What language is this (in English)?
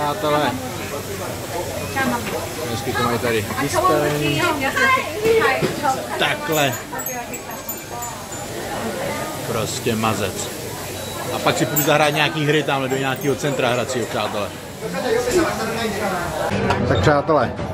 Czech